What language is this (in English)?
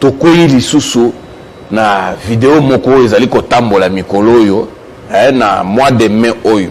Lingala